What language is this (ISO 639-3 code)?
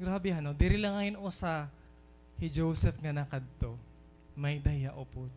war